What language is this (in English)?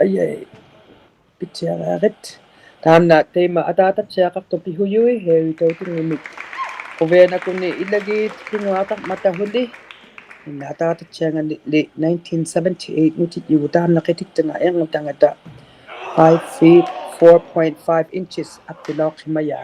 Inuktitut